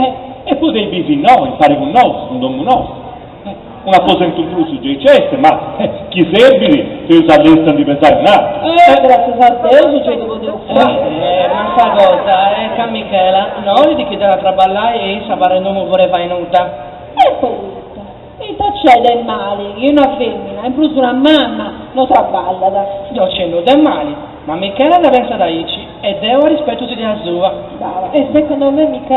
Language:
Sardinian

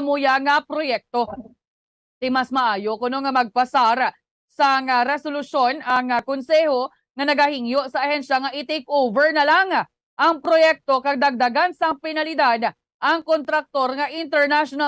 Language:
Hiligaynon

